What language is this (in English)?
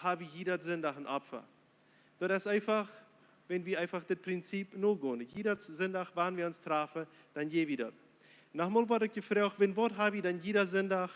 Plautdietsch